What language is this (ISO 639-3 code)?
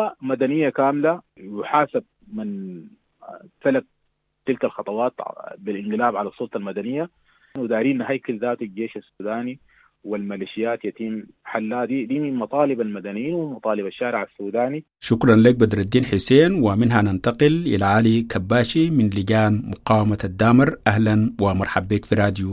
apd